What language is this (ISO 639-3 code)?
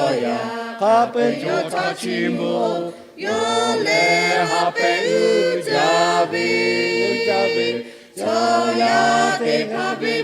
lhu